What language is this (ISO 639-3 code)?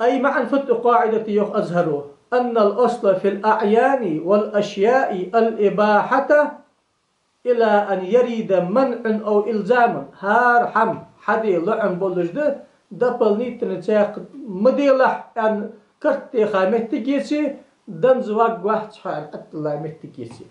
inh